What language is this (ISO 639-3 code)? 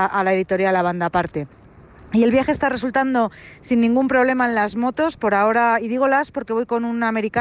spa